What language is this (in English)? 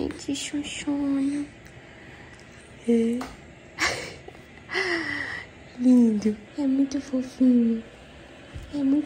Portuguese